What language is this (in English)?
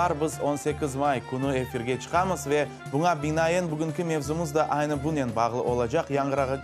Crimean Tatar